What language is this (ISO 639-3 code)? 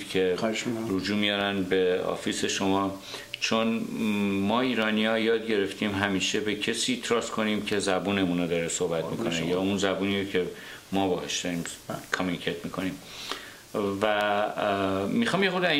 fas